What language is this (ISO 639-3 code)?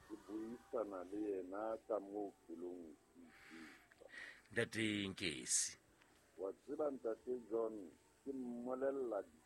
sot